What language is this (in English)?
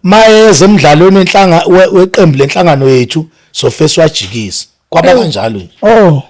Zulu